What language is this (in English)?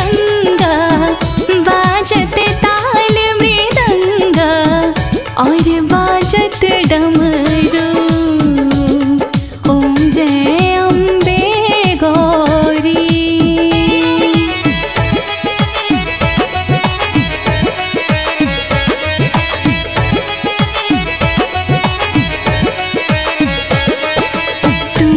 Hindi